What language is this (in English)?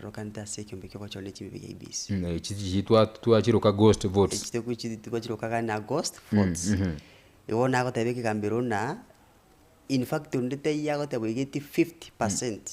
Gusii